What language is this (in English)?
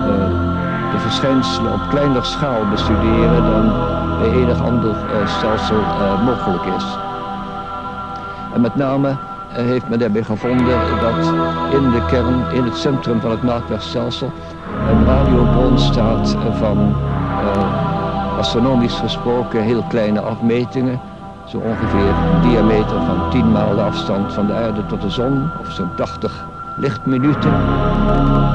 Dutch